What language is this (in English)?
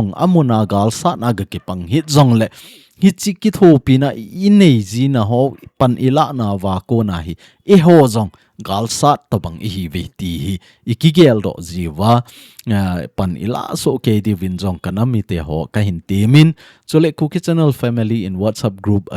Thado Chin